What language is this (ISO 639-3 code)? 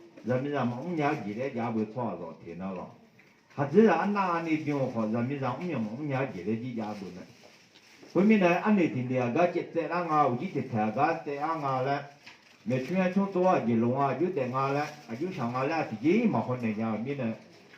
ahk